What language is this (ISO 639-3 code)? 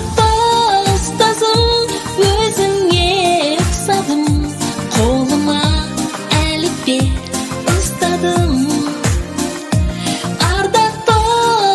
kaz